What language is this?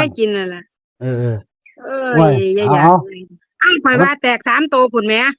Northeastern Thai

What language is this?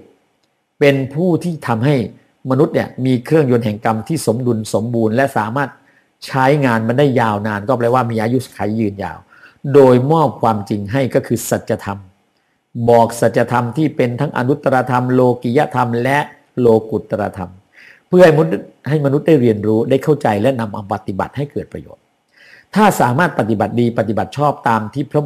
Thai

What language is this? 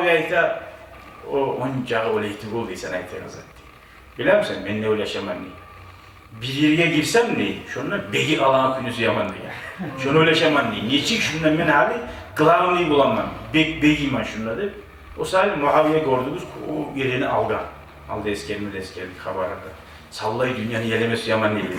Kumyk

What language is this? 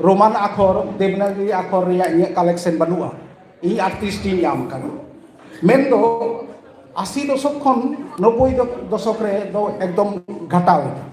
Santali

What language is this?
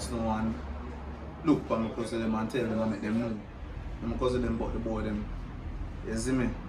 Jamaican Creole English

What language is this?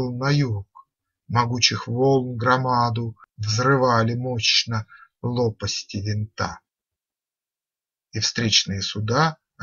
Russian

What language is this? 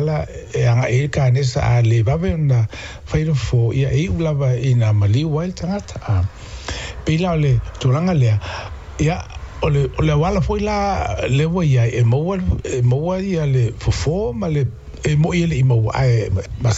Samoan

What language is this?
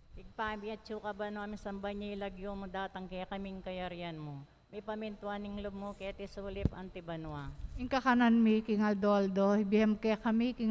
Pampanga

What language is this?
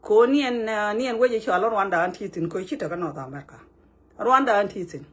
Nuer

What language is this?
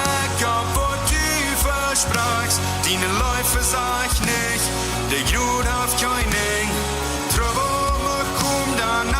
Plautdietsch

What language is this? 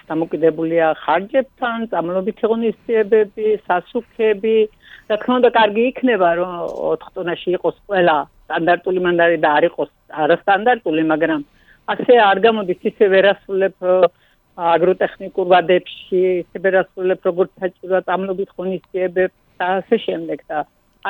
Georgian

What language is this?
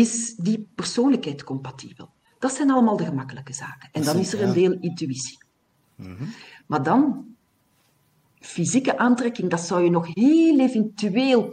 Dutch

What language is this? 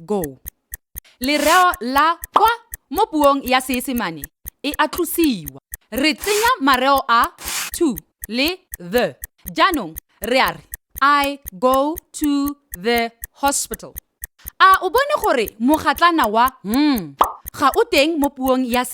Tswana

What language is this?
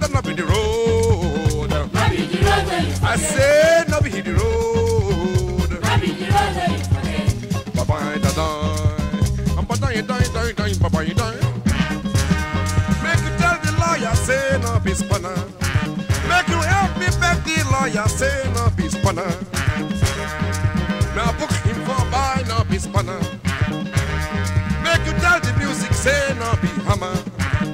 Nigerian Pidgin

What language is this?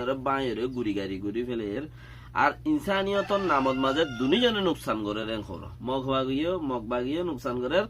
Rohingya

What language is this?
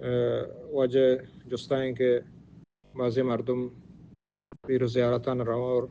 Baluchi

